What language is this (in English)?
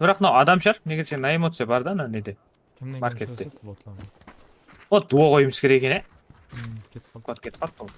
Kara-Kalpak